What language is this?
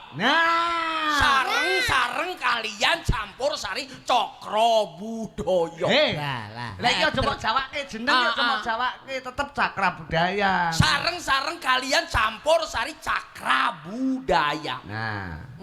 Javanese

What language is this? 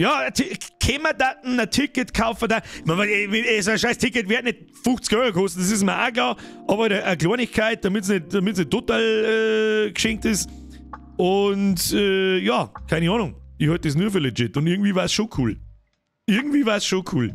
Bavarian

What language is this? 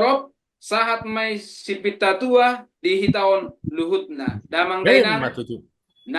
Batak Toba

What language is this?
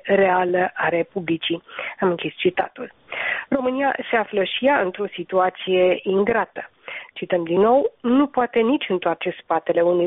Romanian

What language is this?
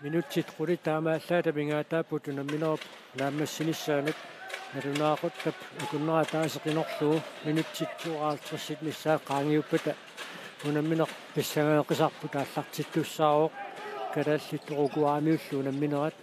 Kalaallisut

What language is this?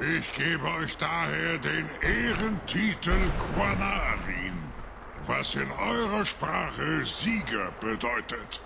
Bavarian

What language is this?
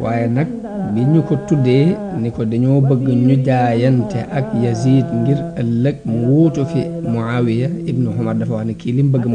Wolof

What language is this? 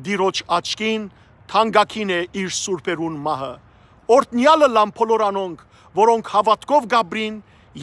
Western Armenian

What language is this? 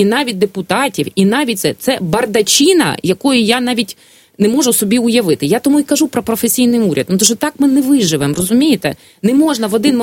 Ukrainian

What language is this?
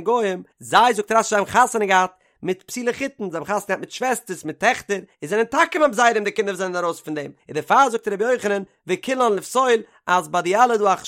Yiddish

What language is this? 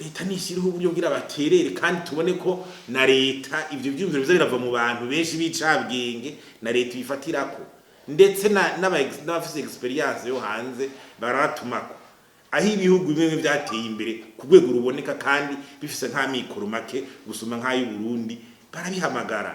Rundi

